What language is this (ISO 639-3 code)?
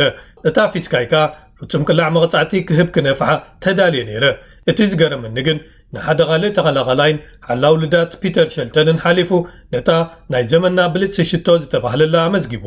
tir